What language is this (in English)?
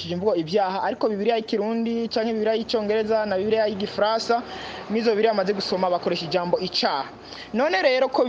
Rundi